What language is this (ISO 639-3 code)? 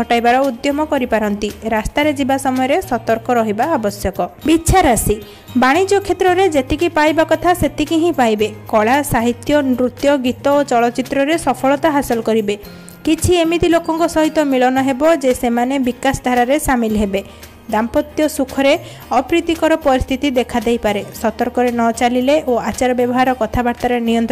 ori